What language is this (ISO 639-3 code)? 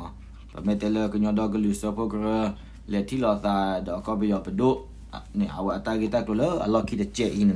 ksw